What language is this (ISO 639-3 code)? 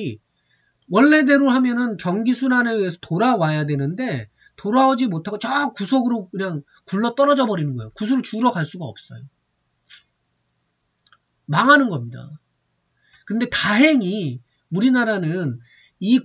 kor